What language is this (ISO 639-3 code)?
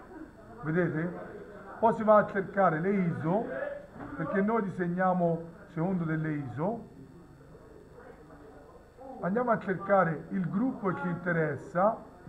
ita